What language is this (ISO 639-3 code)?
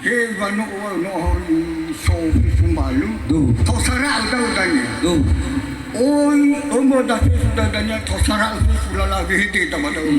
nia